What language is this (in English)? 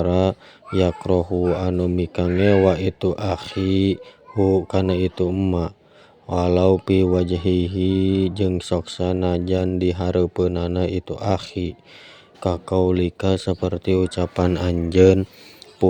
Sundanese